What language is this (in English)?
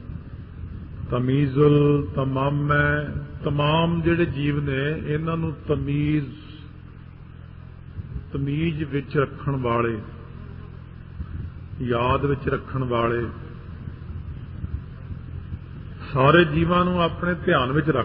Punjabi